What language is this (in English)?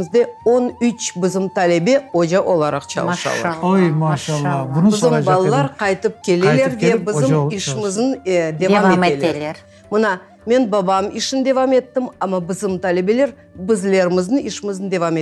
Crimean Tatar